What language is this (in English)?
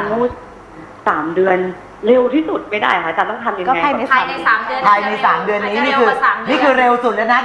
Thai